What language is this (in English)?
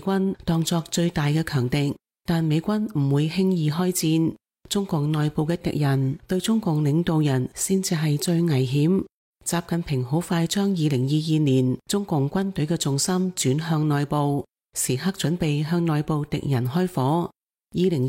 Cantonese